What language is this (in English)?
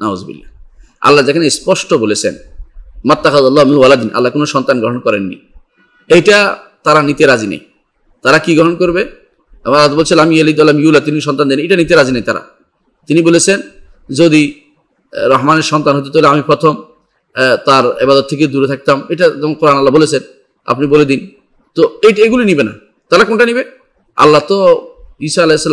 Bangla